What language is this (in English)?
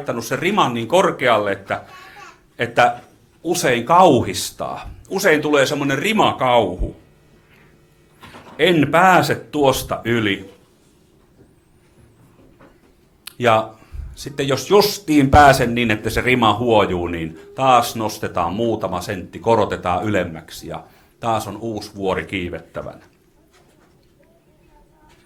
Finnish